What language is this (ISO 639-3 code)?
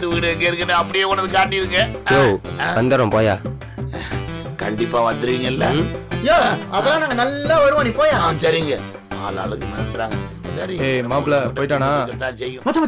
tam